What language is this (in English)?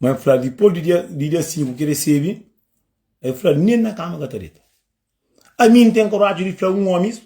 Kabuverdianu